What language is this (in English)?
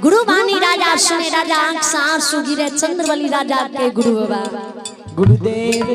Maithili